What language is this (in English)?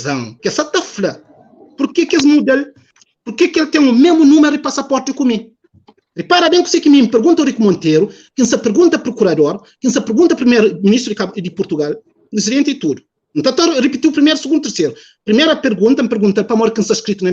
Kabuverdianu